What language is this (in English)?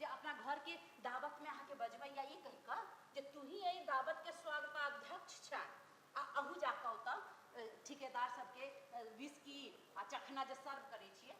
Maithili